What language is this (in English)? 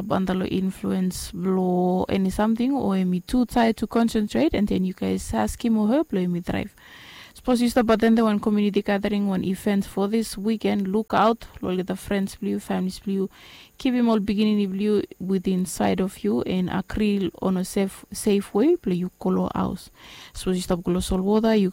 Bislama